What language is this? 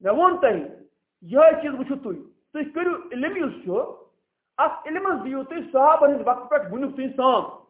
Kashmiri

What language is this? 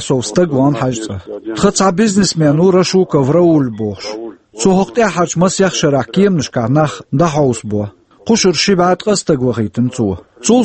Chechen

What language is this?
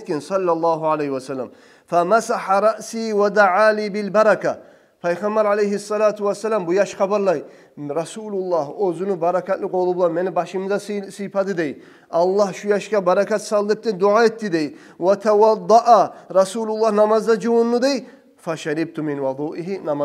Kumyk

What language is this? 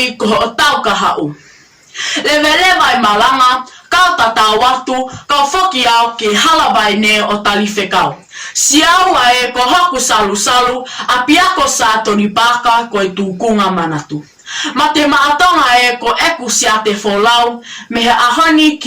Tongan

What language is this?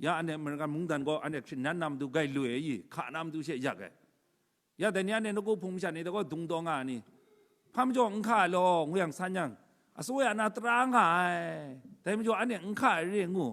Kachin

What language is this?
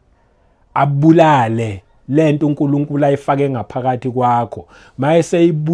Zulu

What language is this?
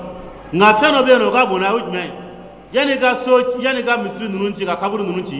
Dyula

